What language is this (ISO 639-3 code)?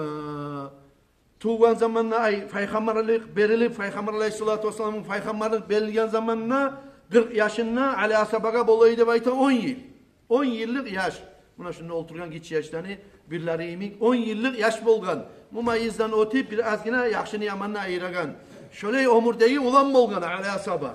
kum